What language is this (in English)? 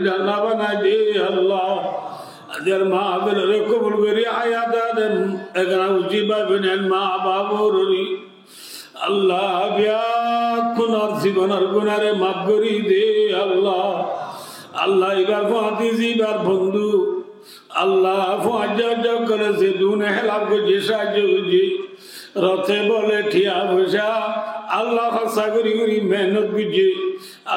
Rohingya